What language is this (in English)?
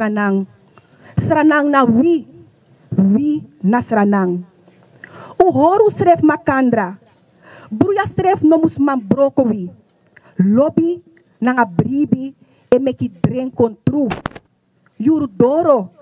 Sranan Tongo